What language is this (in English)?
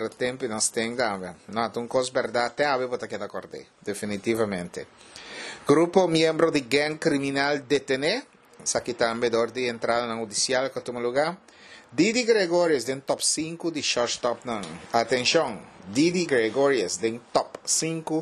Papiamento